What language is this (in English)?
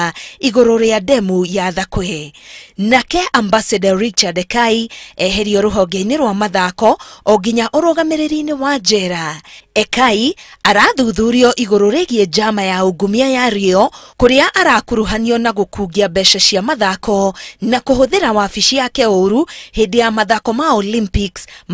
Kikuyu